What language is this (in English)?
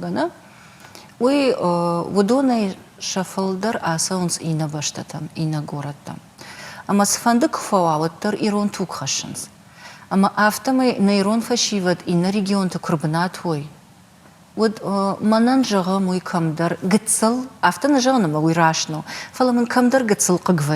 Ossetic